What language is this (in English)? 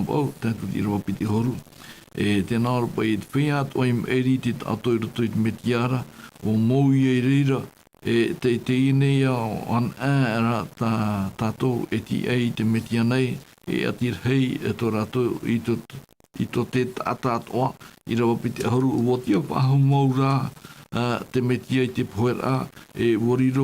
Tahitian